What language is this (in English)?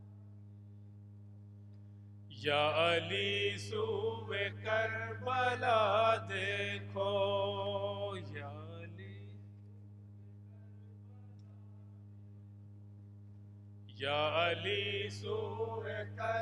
Urdu